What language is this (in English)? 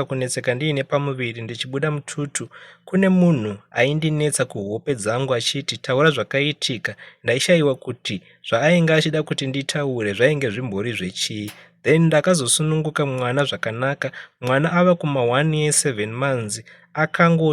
Shona